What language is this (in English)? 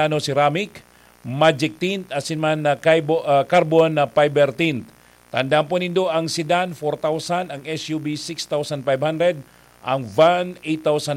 Bikol